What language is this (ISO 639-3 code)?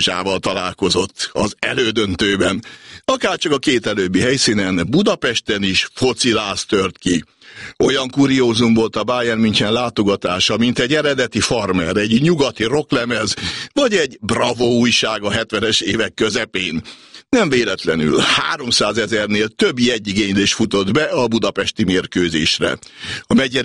hun